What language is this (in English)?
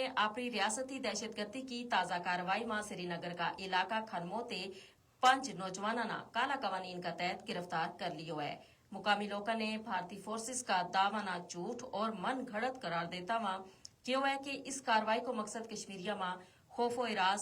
Gujari